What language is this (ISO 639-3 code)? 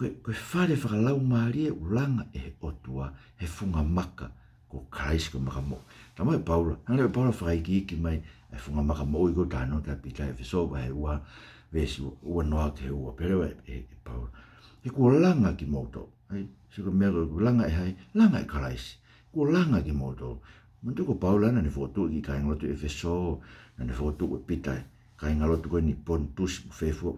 ton